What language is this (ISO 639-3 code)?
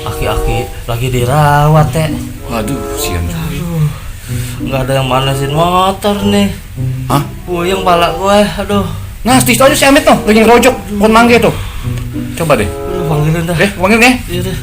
bew